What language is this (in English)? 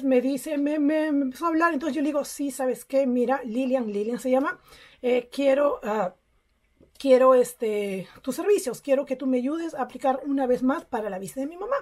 Spanish